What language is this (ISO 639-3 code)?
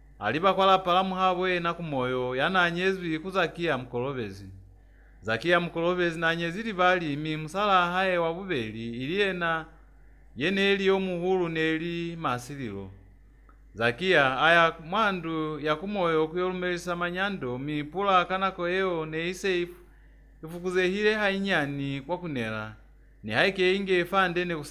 loz